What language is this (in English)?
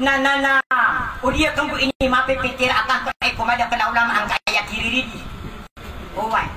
Maranao